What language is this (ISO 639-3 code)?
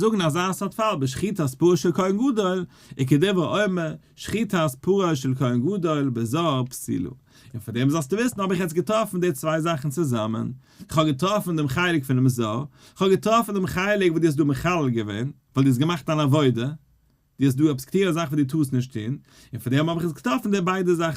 yid